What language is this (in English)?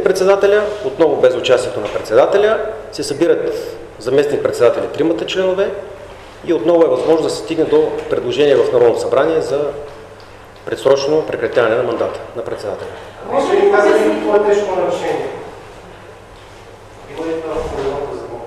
Bulgarian